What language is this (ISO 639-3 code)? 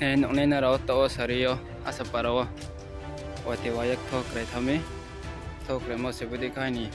ria